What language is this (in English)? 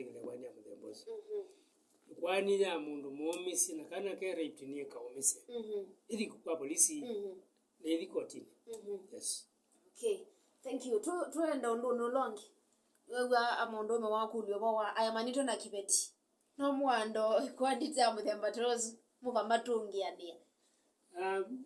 Kamba